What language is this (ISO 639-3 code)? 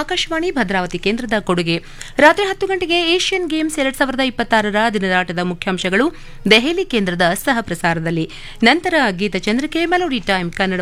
kan